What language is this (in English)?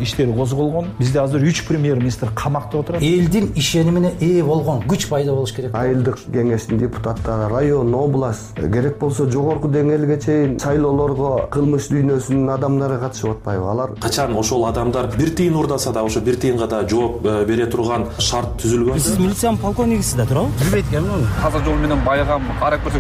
Kyrgyz